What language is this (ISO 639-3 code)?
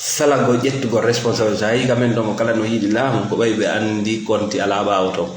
ful